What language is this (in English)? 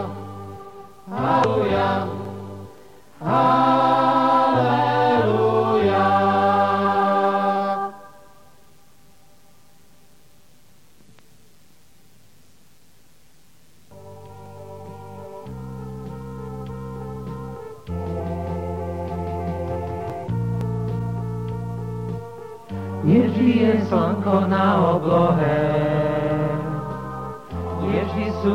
Slovak